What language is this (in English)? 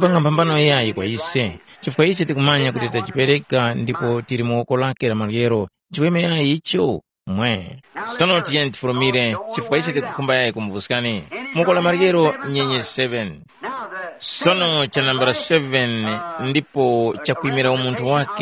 Tumbuka